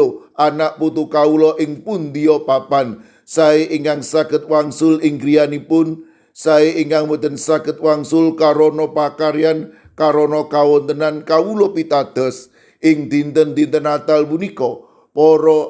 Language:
Javanese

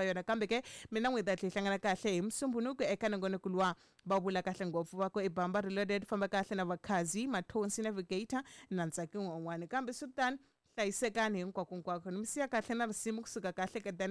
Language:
Tsonga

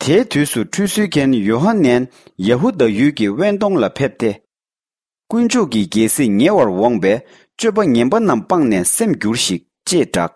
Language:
Tibetan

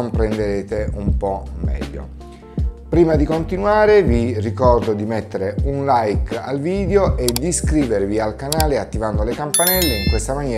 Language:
Italian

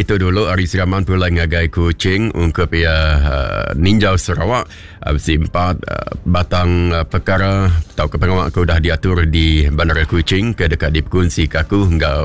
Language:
Iban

